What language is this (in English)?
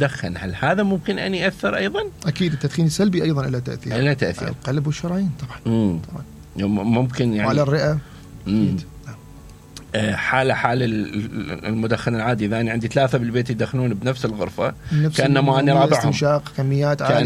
Mesopotamian Arabic